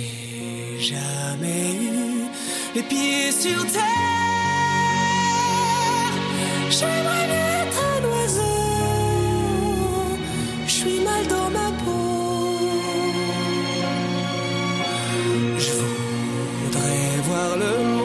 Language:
French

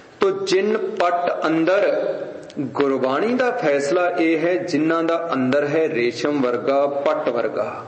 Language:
Punjabi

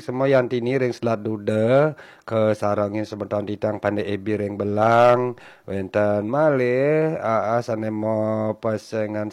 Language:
Balinese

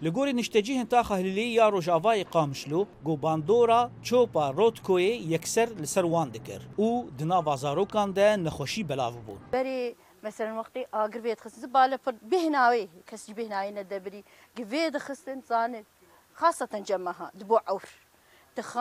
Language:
Kurdish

